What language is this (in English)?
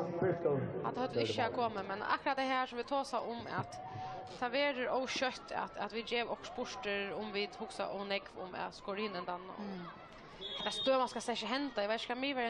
Faroese